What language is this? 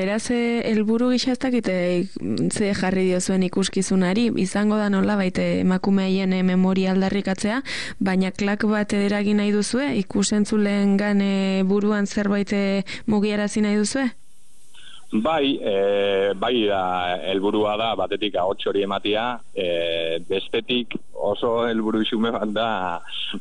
Basque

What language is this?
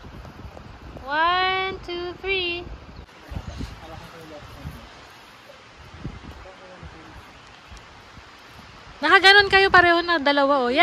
Filipino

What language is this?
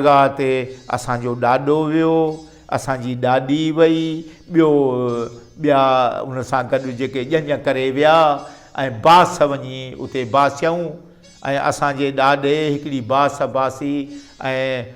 Sindhi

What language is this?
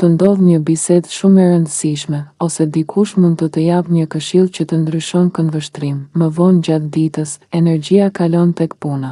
Albanian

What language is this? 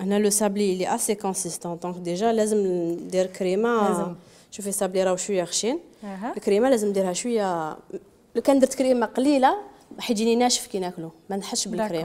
Algerian Arabic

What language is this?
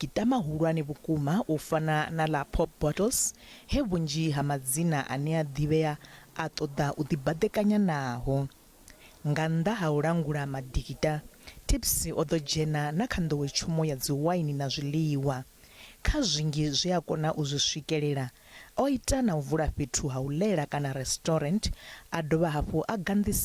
Venda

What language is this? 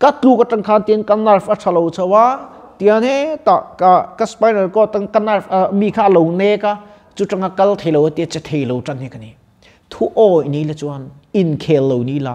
Mizo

